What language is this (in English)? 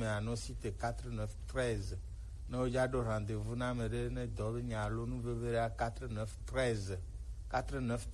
Gen